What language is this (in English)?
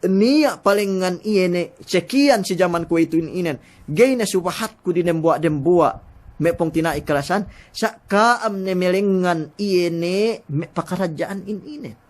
Yakan